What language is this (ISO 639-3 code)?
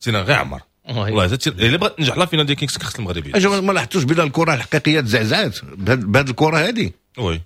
ary